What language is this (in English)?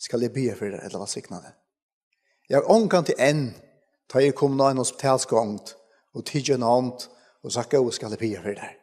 Faroese